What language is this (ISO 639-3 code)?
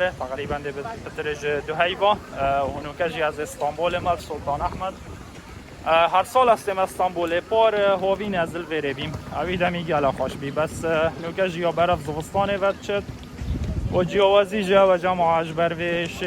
kur